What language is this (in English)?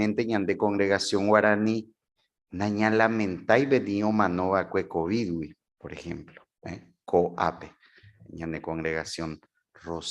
Guarani